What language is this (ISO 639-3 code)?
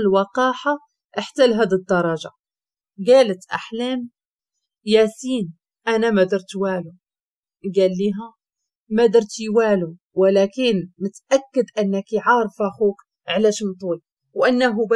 ary